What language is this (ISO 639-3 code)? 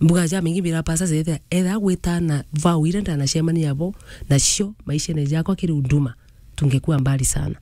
mer